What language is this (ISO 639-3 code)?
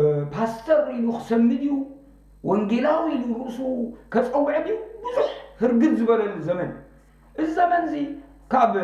tir